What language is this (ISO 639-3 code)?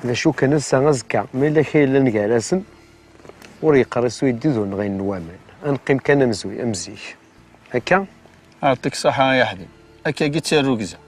kab